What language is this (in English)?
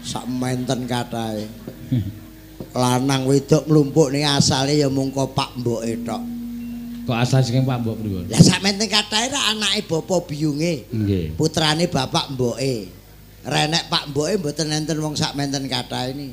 Javanese